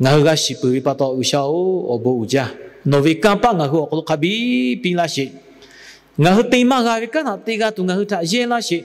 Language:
Lahu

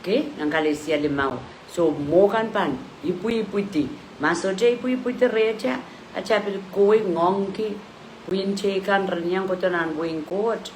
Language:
Pohnpeian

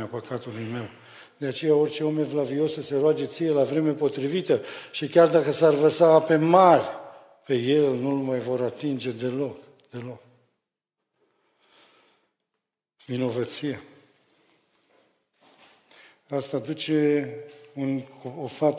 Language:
Romanian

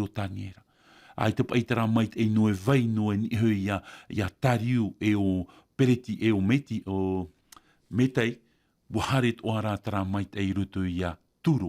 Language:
Tahitian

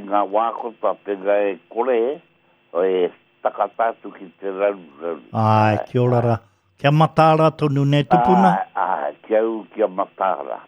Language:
Māori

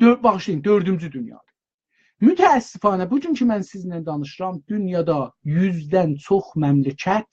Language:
South Azerbaijani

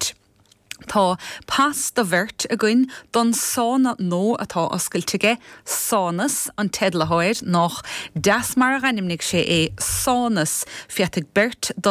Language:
Irish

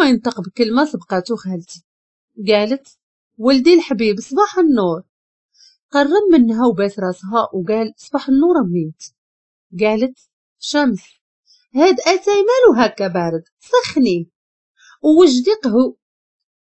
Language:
Moroccan Arabic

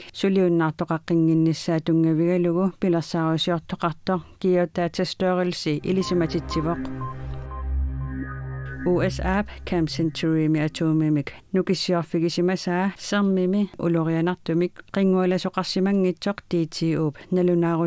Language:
Kalaallisut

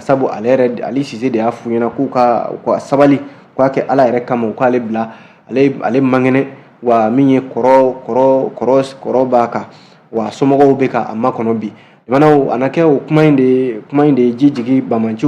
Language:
Bambara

